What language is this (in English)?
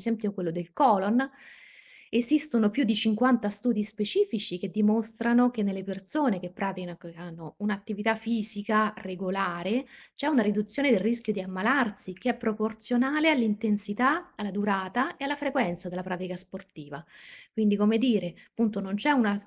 Italian